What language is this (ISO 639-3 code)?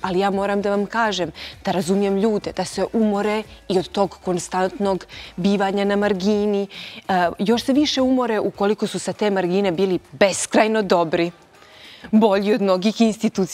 bos